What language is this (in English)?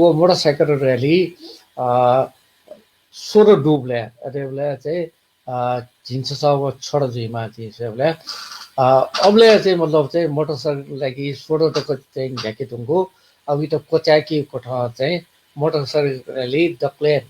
Newari